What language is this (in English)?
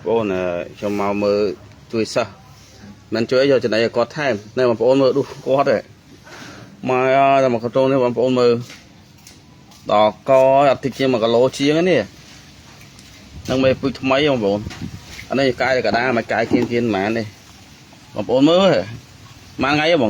Khmer